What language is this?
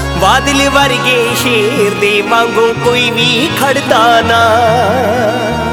Punjabi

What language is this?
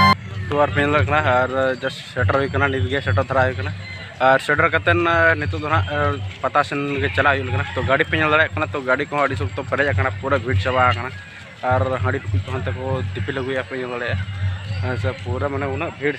Santali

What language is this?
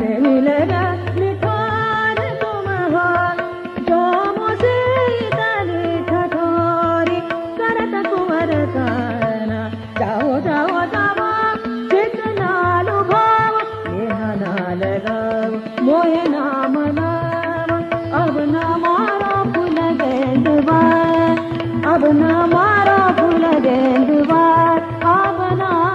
Bhojpuri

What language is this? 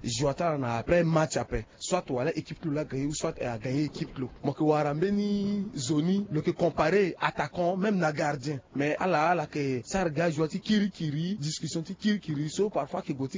Sango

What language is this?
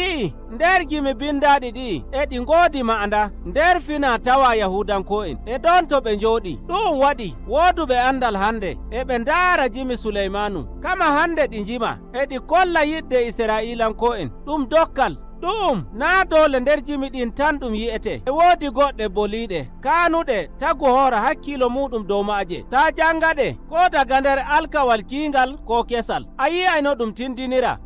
Nigerian Fulfulde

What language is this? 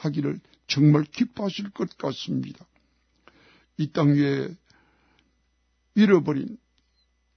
Korean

